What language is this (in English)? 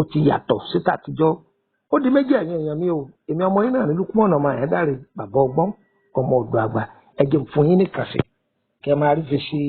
Yoruba